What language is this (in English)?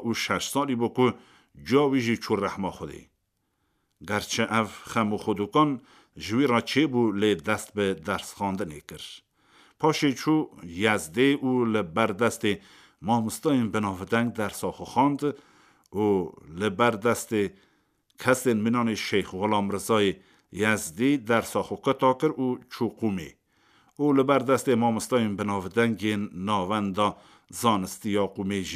Kurdish